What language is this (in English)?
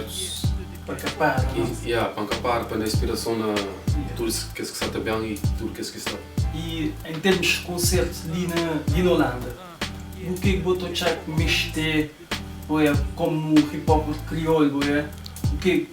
Kabuverdianu